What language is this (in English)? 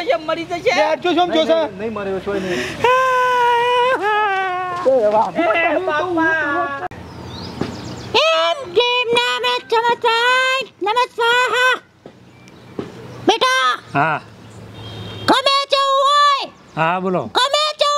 Gujarati